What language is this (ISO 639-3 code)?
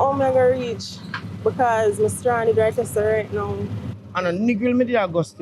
jam